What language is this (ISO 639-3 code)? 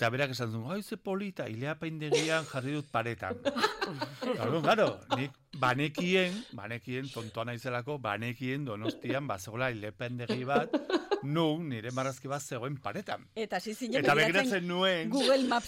eus